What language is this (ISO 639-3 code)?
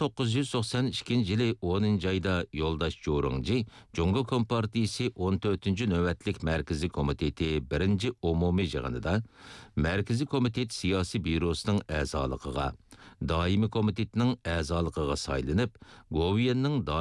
uig